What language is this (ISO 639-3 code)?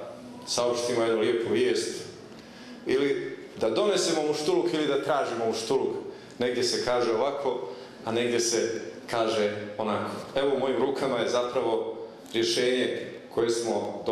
bos